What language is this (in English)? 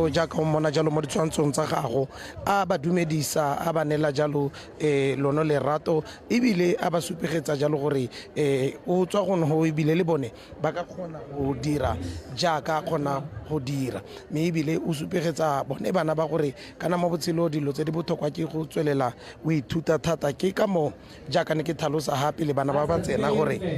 Tswana